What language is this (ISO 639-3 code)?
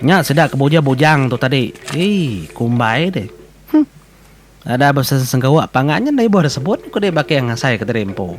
iba